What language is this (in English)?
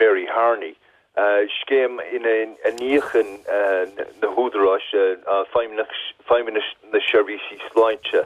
Irish